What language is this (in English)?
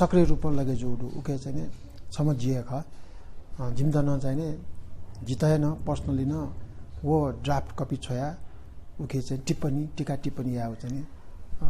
Newari